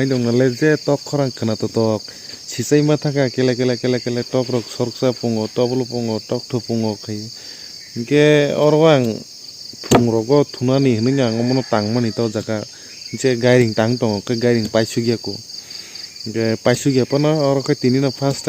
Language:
Kok Borok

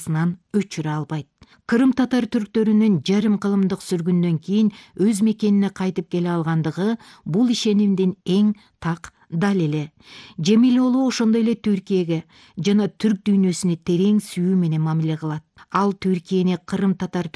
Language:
Kyrgyz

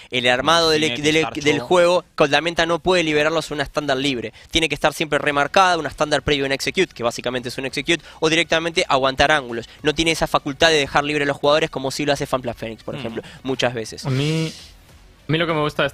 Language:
Spanish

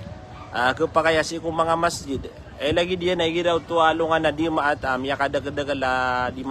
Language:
Maranao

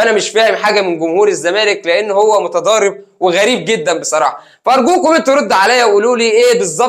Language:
Egyptian Arabic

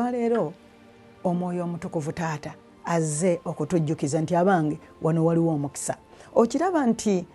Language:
Ganda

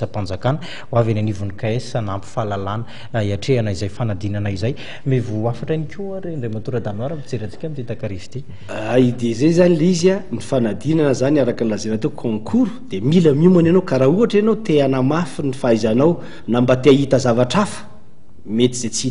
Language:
Malagasy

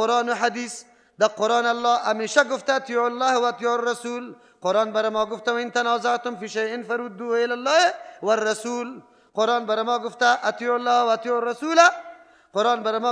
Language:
Persian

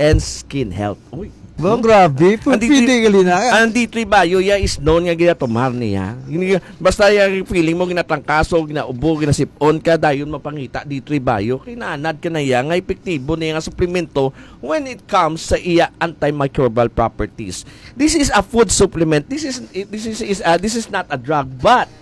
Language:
Hiligaynon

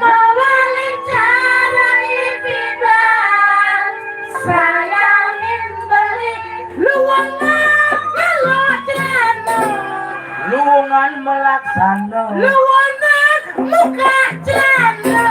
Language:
Balinese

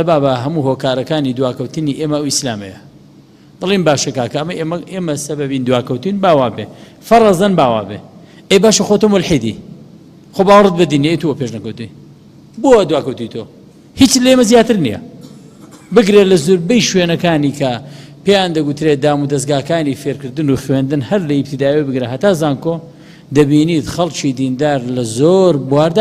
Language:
Central Kurdish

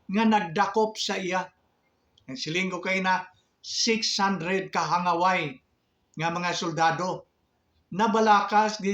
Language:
Hiligaynon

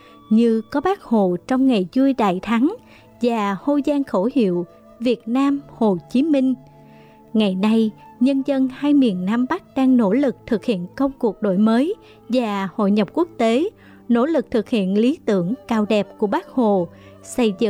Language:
Vietnamese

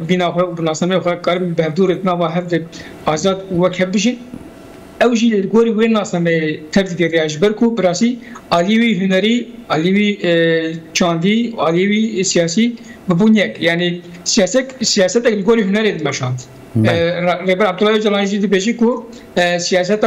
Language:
Kurdish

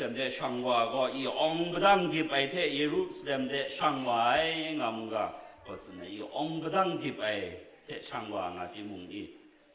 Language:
Kachin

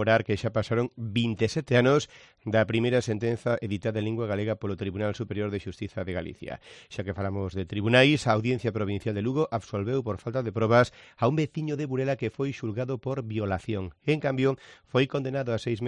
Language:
Galician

